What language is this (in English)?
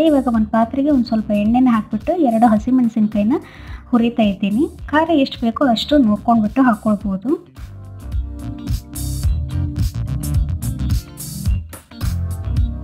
Kannada